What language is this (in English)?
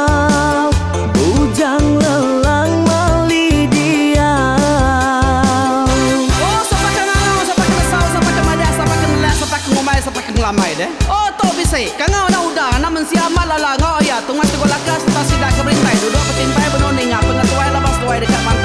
Iban